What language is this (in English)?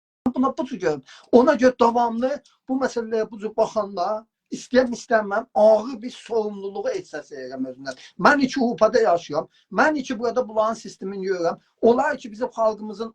South Azerbaijani